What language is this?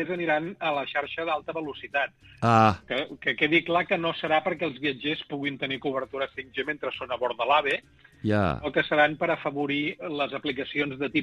Catalan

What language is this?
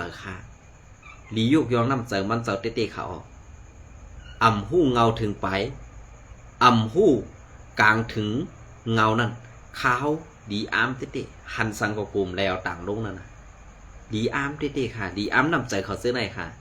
Shan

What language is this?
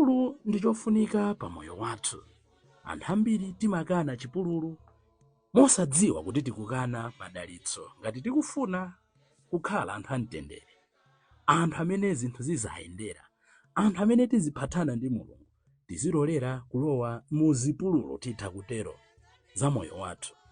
Nyanja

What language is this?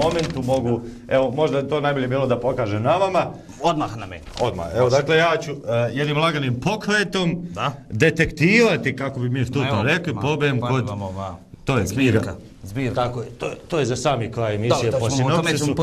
Bosnian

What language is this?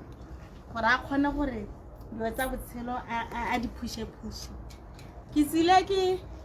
Tswana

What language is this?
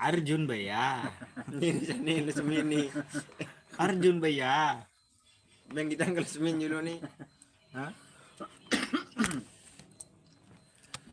Sasak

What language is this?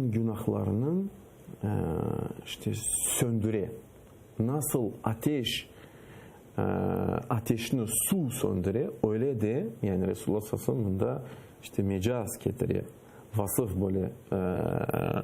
Crimean Tatar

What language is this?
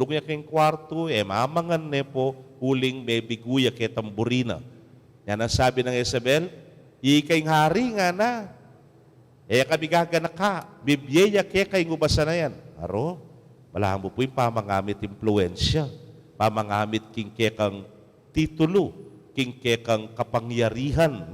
Pampanga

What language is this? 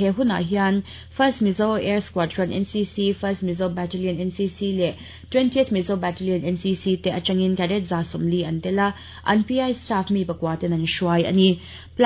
Mizo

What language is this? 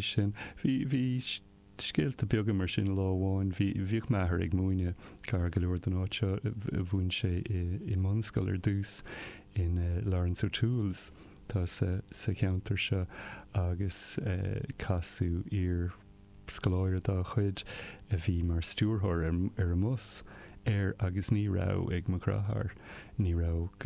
Irish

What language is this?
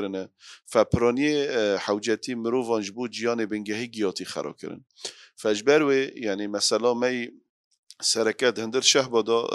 Kurdish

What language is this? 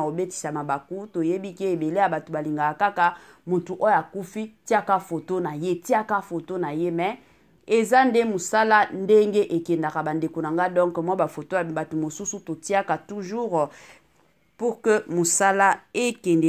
Lingala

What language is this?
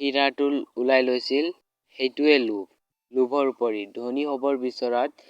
Assamese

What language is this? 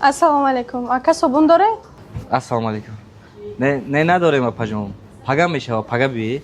Tajik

